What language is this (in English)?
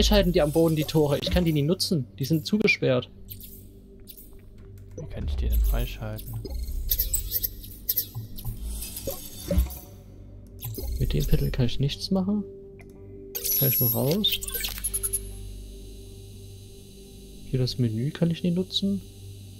German